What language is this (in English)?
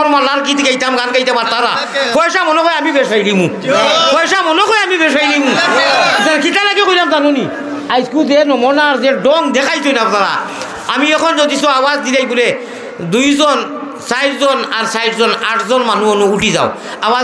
Sylheti